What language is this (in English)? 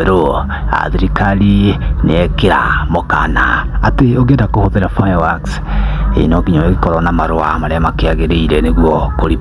Kikuyu